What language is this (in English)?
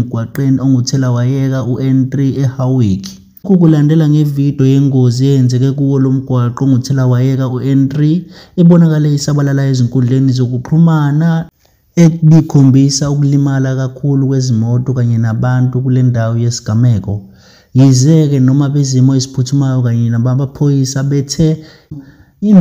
Zulu